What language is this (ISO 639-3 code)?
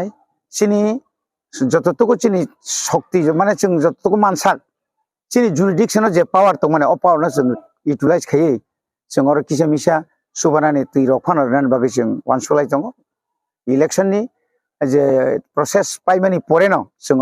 trp